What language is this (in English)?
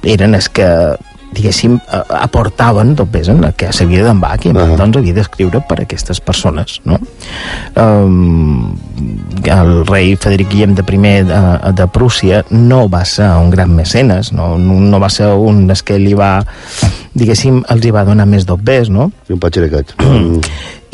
Catalan